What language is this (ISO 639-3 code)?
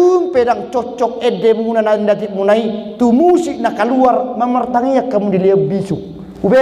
bbc